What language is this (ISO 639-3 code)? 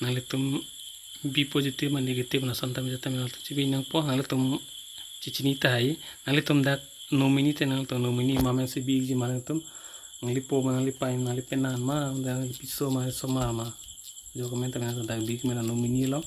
mjw